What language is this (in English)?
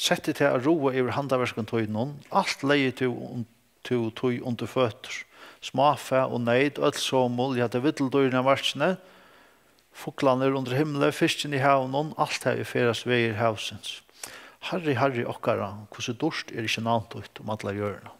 Faroese